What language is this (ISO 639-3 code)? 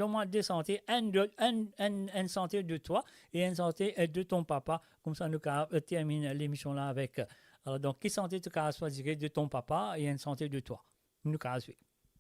mfe